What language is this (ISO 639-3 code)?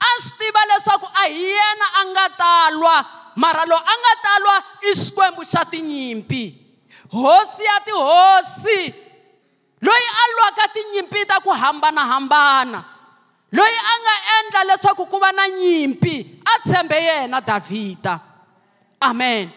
tso